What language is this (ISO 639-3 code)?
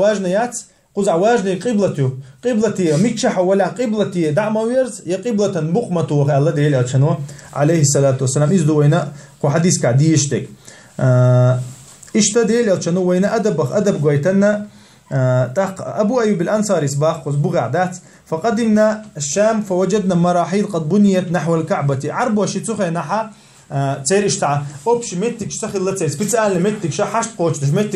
che